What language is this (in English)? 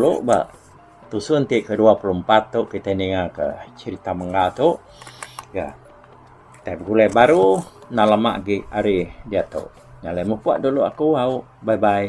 Iban